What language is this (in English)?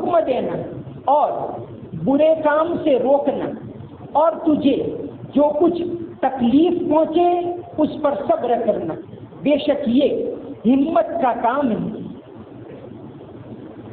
Urdu